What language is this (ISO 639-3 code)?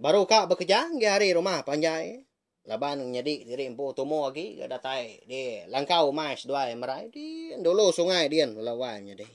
iba